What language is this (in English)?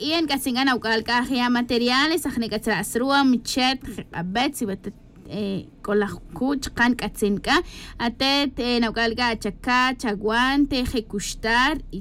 Tz'utujil